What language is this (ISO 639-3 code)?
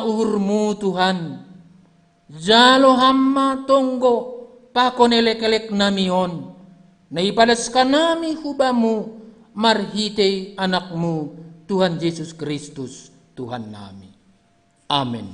bts